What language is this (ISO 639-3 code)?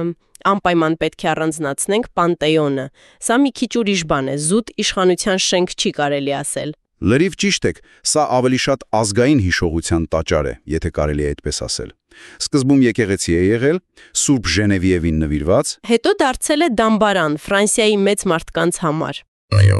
hye